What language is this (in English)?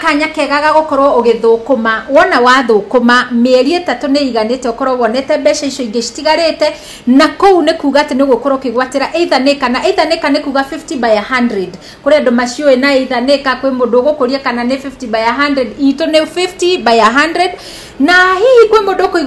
Kikuyu